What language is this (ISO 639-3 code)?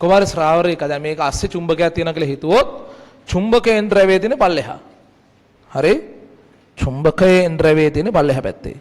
sin